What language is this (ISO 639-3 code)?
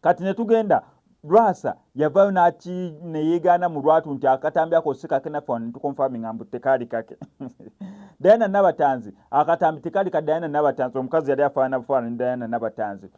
lug